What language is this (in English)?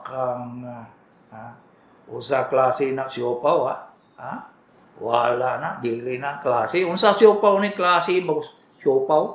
Cebuano